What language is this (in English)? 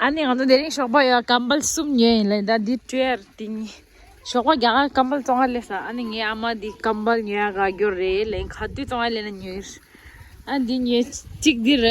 Tibetan